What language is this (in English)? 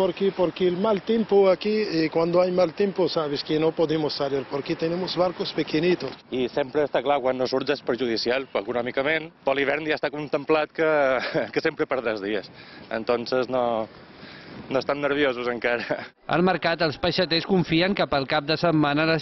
Catalan